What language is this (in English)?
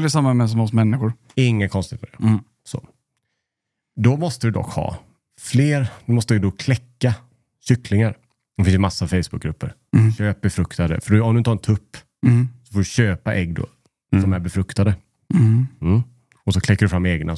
Swedish